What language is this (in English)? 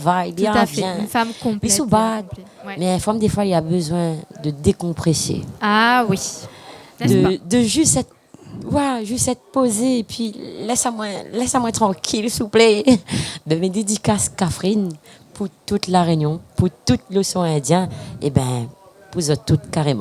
Réunion Creole French